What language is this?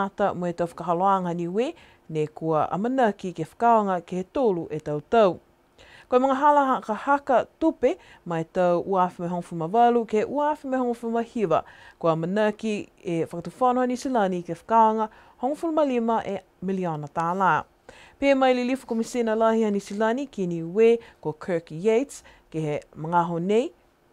Niuean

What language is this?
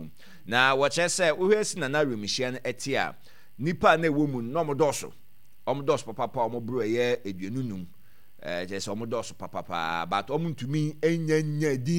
Akan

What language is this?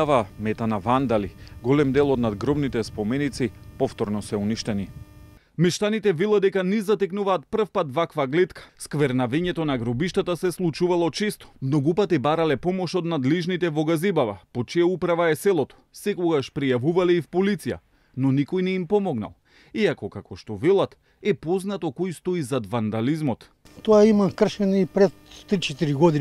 Macedonian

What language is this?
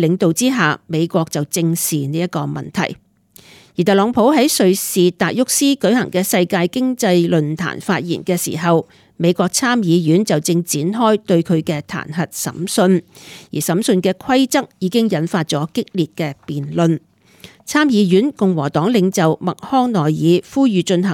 Cantonese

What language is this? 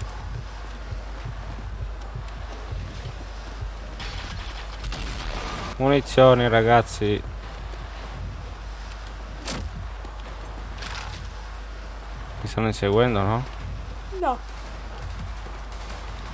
Italian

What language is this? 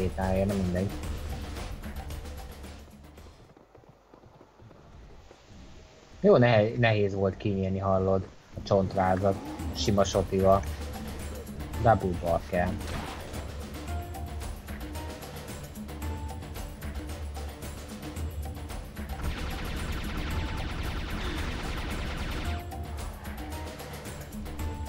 Hungarian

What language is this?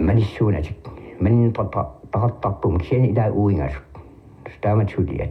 Kalaallisut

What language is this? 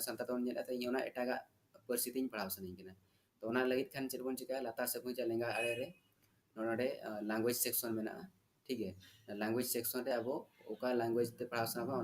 Santali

